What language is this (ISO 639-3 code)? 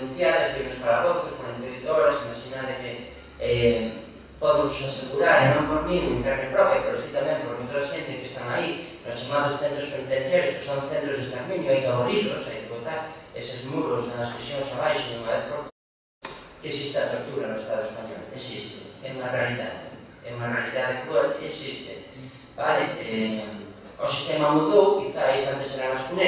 glg